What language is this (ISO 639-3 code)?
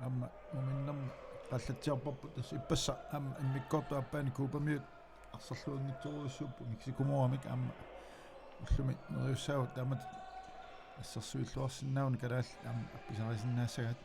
kal